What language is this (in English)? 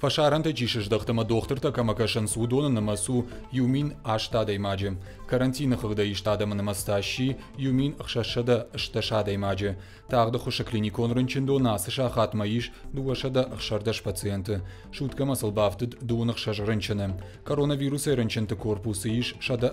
Ossetic